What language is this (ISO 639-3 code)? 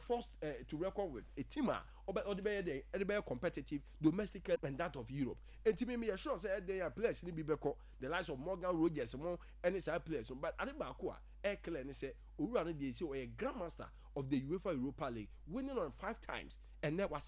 aka